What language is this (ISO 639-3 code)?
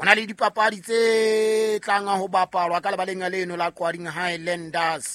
sot